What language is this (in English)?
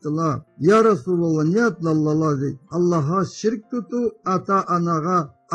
Karachay-Balkar